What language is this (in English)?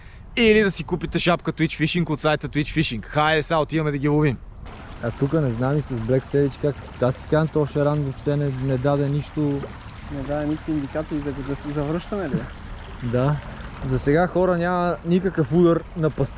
Bulgarian